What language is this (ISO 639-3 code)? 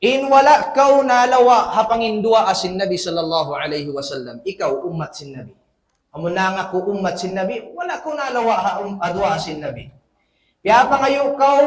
tsg